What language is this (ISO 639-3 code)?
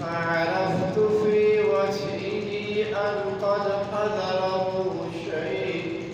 bgp